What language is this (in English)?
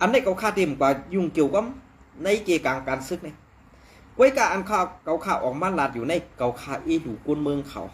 Shan